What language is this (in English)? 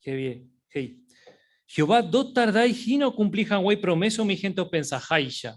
Guarani